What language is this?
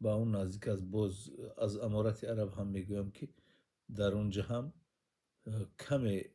Tajik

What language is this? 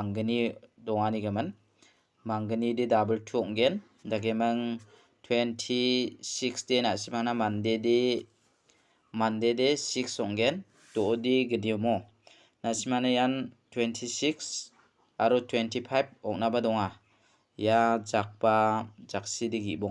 Garo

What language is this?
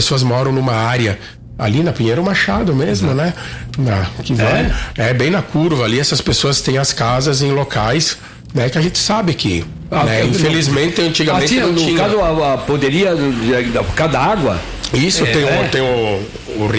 Portuguese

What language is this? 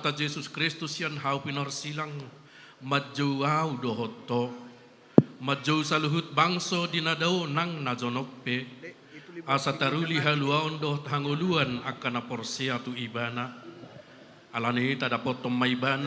Batak Toba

